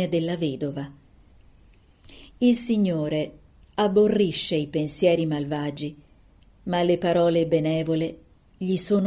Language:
Italian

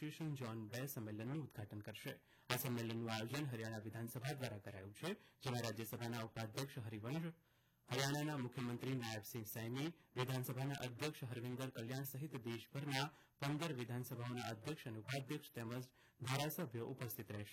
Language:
Gujarati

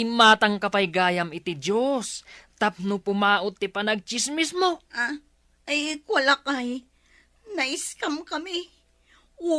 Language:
Iloko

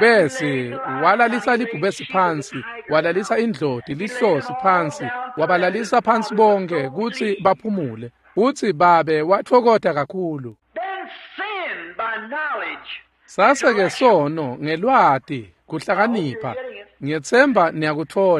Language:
Swati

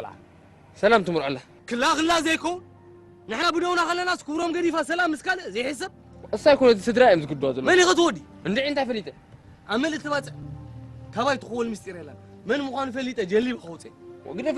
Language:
Tigrinya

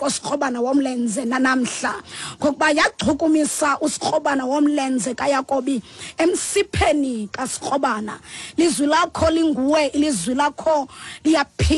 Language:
Xhosa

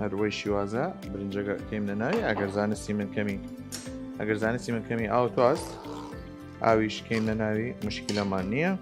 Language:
Southern Kurdish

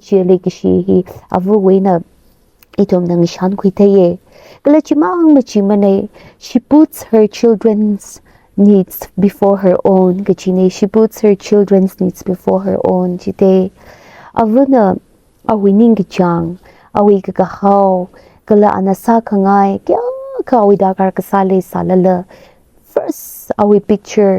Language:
Tangkhul Naga (India)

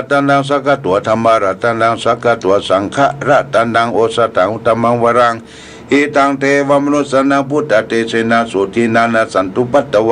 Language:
Pali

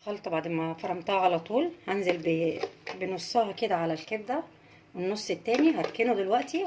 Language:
Egyptian Arabic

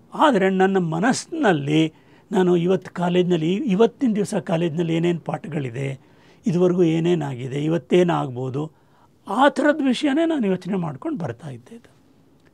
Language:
Kannada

